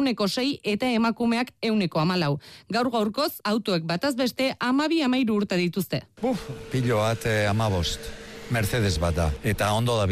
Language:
Basque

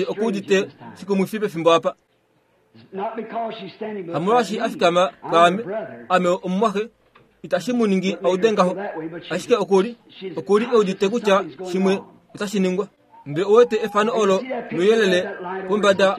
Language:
Kuanyama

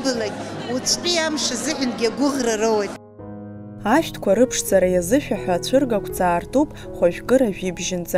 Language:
Abkhazian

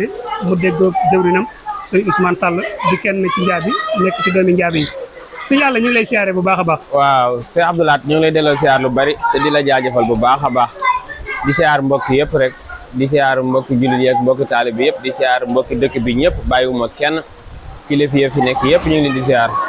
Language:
Wolof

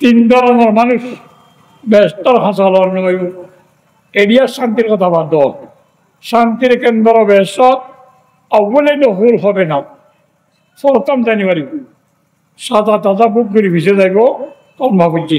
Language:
Rohingya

